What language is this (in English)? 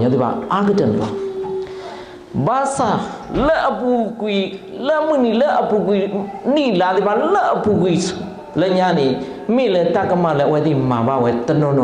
S'gaw Karen